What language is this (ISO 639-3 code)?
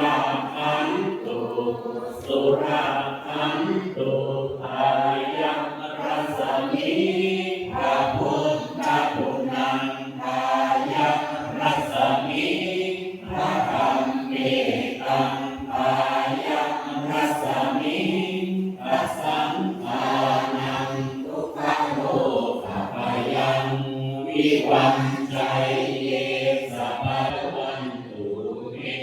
pli